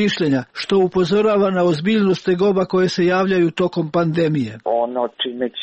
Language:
Serbian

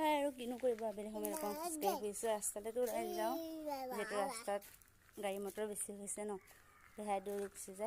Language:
Assamese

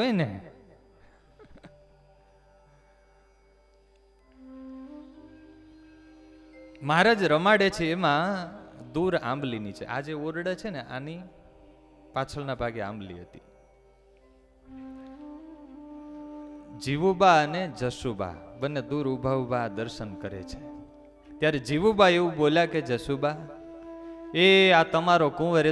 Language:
Gujarati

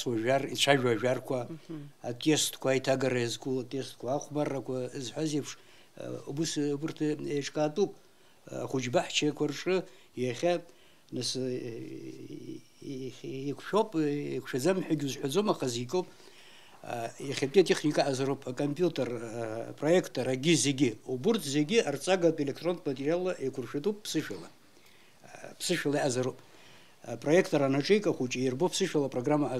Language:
Abkhazian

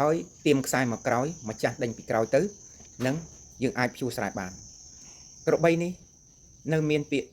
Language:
Khmer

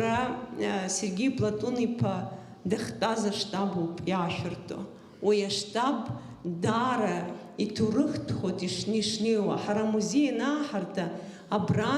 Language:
Abkhazian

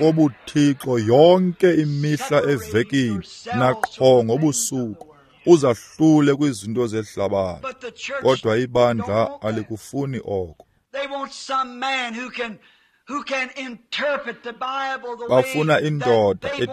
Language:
Xhosa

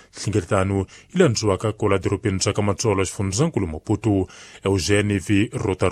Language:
Tsonga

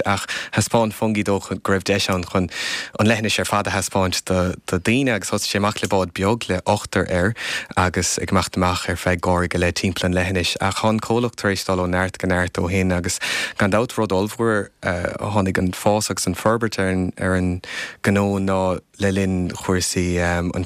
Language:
Irish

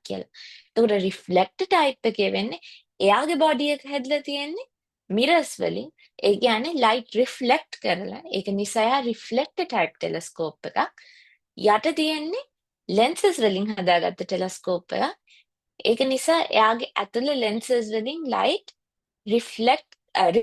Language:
Sinhala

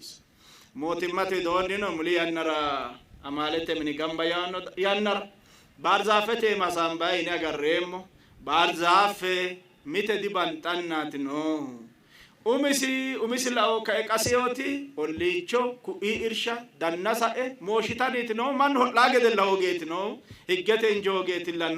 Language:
Sidamo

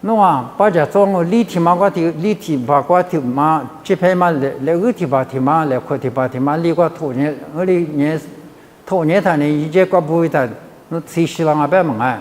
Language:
Lisu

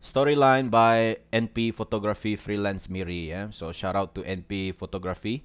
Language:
Iban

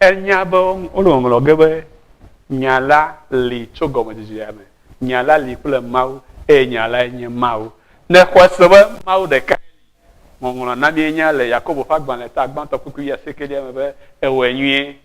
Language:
Ewe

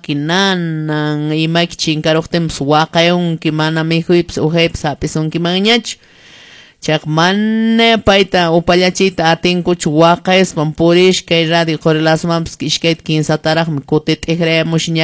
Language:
Quechua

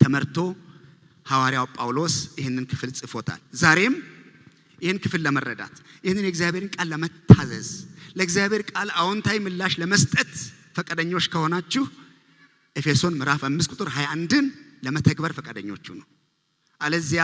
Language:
Amharic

